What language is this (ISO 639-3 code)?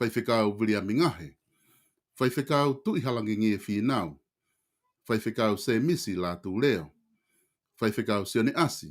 ton